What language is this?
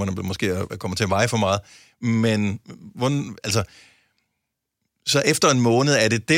Danish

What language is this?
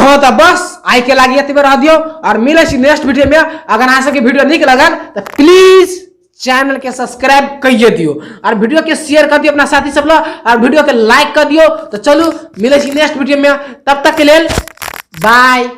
Maithili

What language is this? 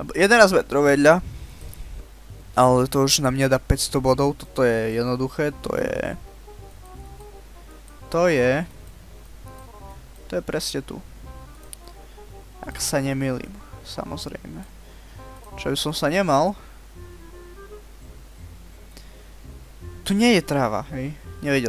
Slovak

